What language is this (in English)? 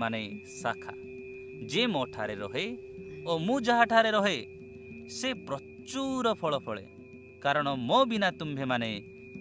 Odia